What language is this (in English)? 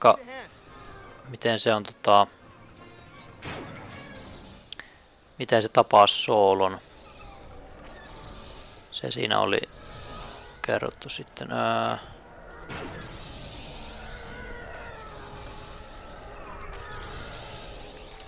Finnish